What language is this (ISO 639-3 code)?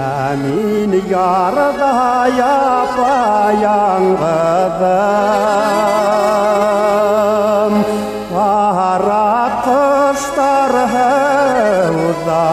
bak